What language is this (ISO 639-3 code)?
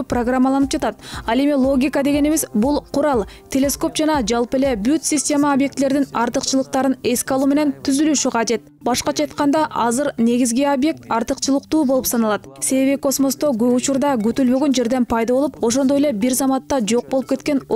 kir